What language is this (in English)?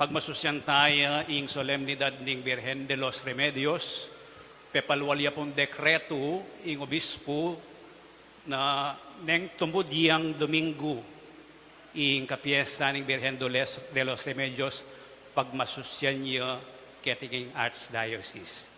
Pampanga